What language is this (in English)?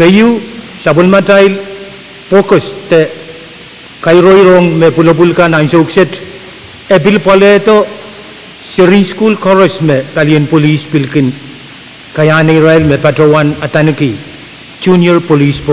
Pohnpeian